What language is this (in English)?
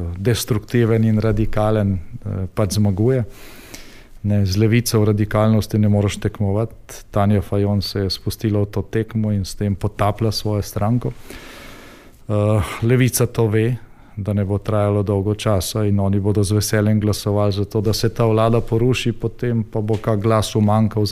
Slovenian